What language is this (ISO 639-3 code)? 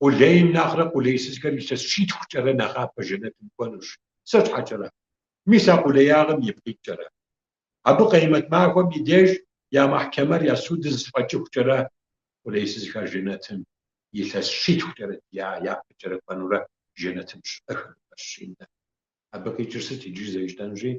kbd